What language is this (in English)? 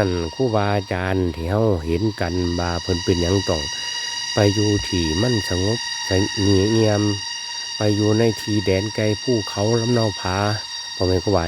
Northeastern Thai